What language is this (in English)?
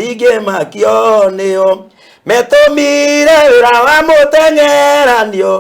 Kikuyu